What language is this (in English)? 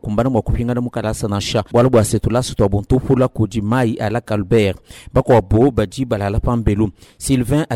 Luba-Lulua